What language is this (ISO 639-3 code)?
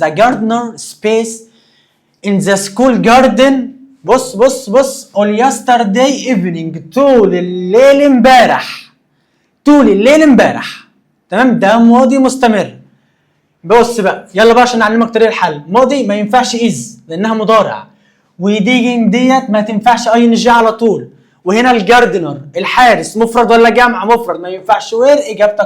arz